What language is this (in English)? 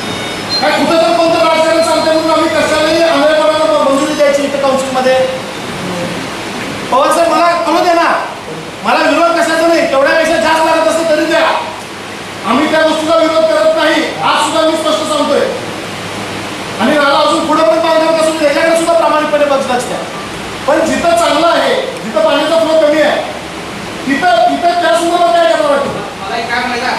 Marathi